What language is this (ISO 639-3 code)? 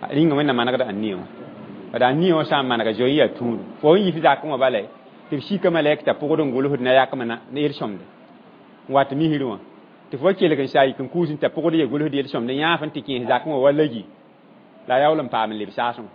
mos